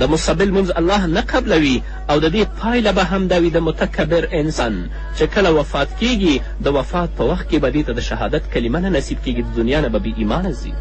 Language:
Pashto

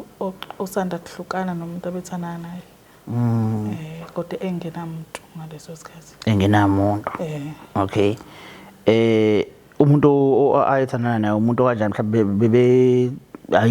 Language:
Zulu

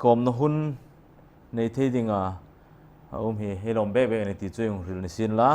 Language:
Hmar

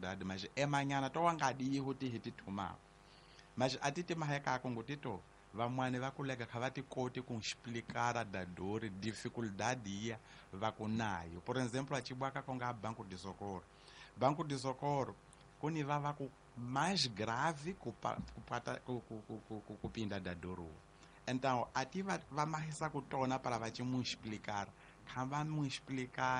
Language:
Tsonga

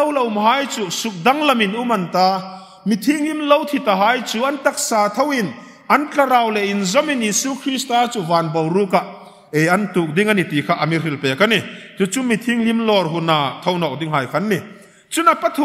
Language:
Hmar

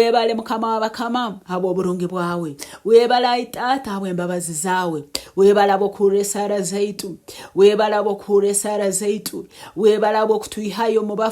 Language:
Nyoro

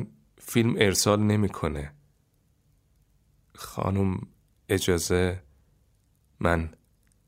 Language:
Persian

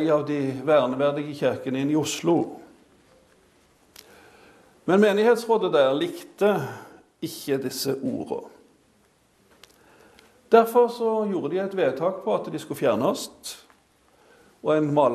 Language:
Norwegian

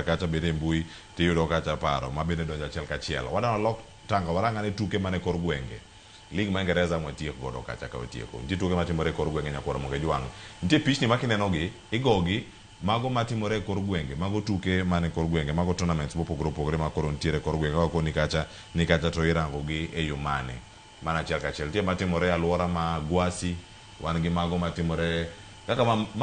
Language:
Luo (Kenya and Tanzania)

